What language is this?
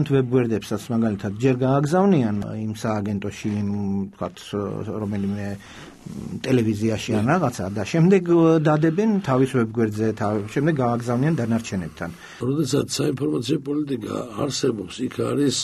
Georgian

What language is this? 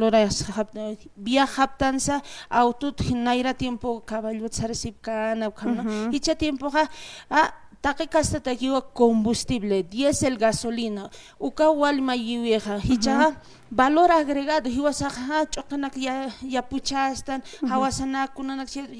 Aymara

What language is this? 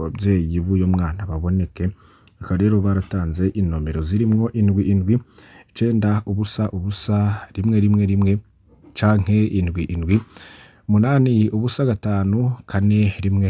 Rundi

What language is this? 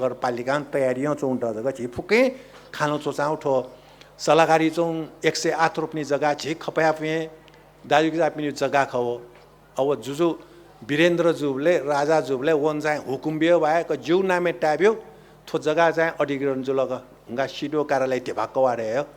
Newari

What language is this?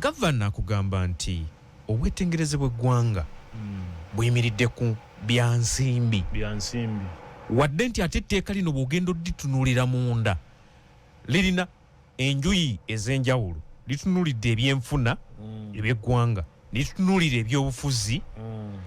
Ganda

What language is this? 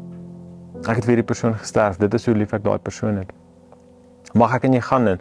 Afrikaans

